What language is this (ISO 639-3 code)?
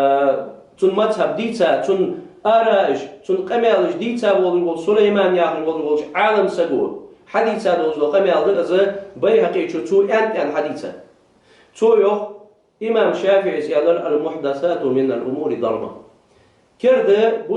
inh